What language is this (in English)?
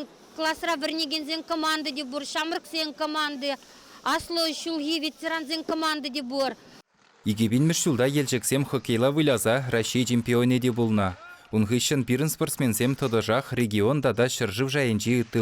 Chuvash